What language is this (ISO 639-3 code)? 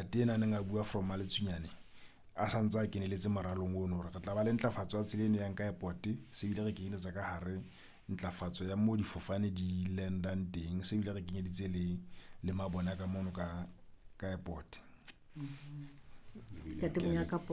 sot